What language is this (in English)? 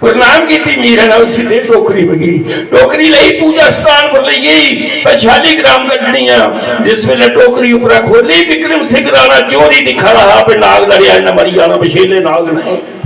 Dogri